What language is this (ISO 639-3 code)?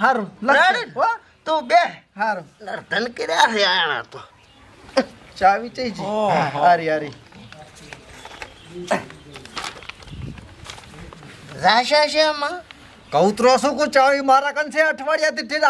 guj